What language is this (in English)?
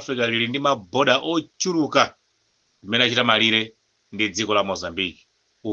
Nyanja